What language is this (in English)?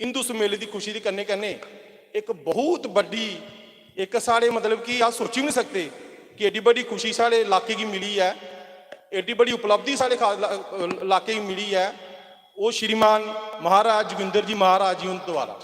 Dogri